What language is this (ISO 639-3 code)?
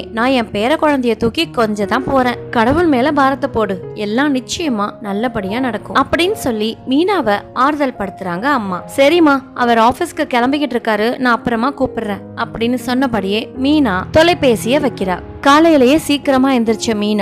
tam